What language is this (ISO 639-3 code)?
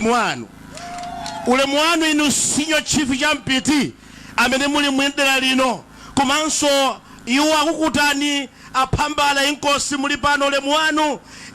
nya